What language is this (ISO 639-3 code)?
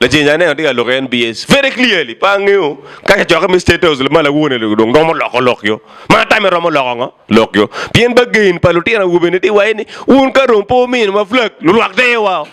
ach